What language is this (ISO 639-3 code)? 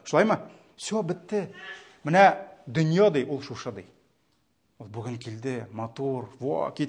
tat